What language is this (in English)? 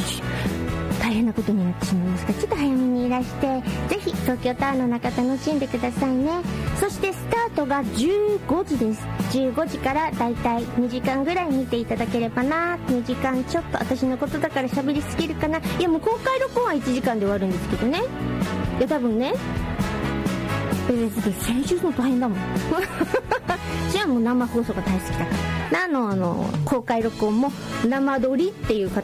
Japanese